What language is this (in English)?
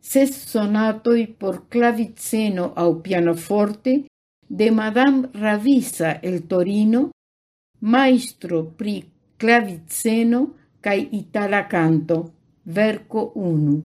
Esperanto